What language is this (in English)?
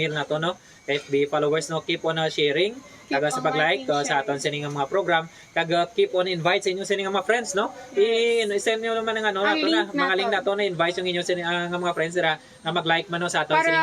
Hiligaynon